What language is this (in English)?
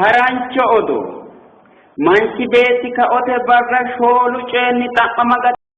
Sidamo